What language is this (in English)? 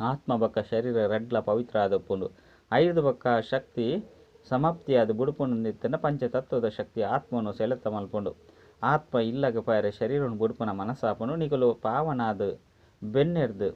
Tulu